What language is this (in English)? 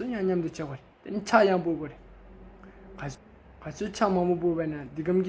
Tibetan